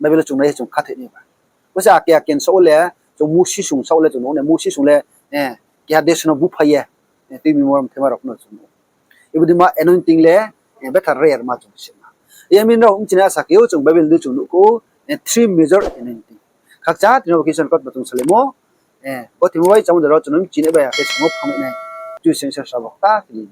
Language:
Riang (India)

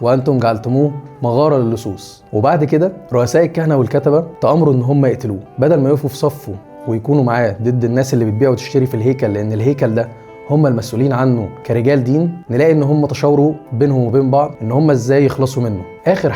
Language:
Egyptian Arabic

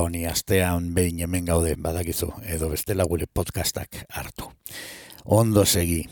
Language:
Basque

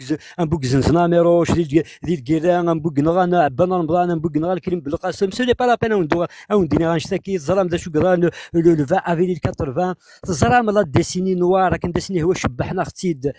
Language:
Kabyle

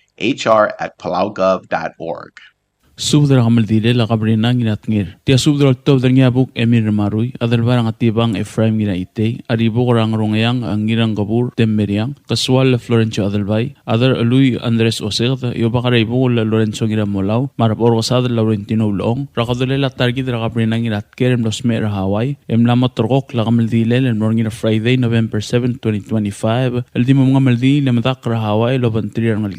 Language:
Palauan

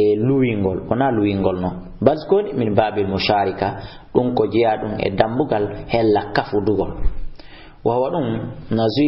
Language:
Fula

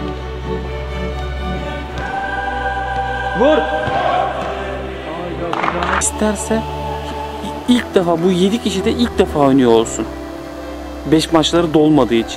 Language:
Turkish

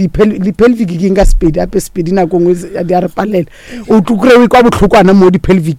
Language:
Northern Sotho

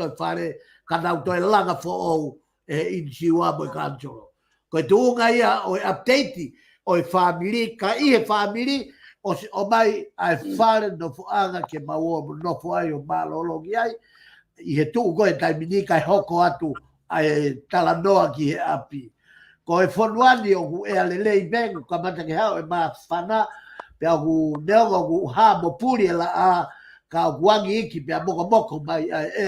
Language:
Tongan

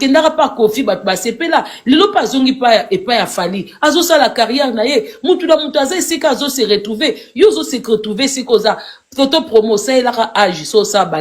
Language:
Lingala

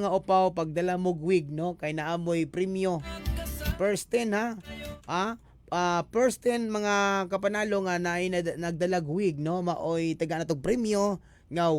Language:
Cebuano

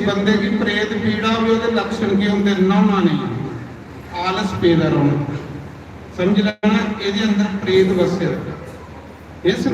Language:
Dogri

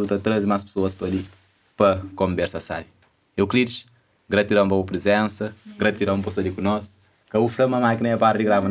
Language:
Kabuverdianu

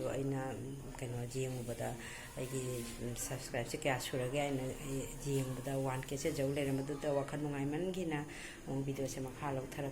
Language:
Manipuri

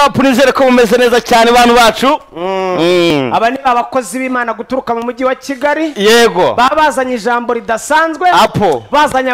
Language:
Kinyarwanda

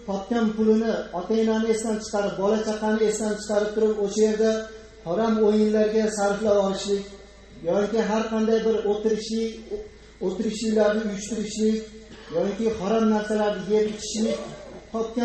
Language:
Uzbek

